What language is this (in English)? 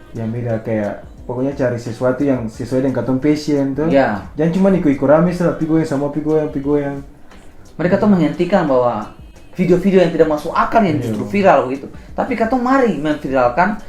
Ambonese Malay